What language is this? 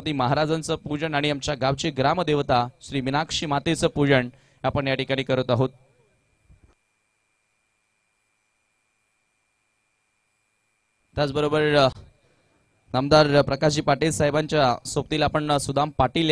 Marathi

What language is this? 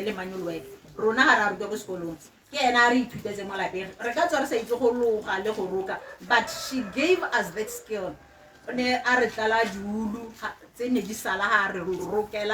Tswana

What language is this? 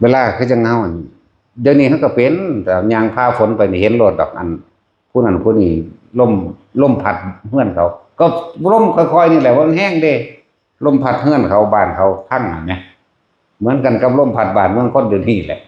Northeastern Thai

